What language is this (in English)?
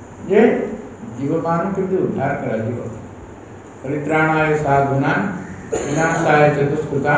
Odia